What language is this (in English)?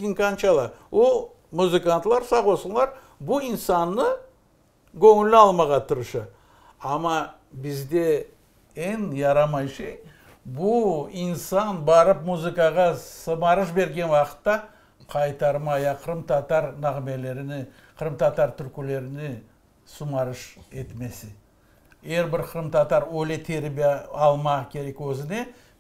Crimean Tatar